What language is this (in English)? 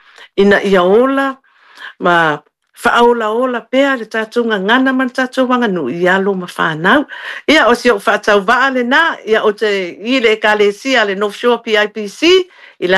Samoan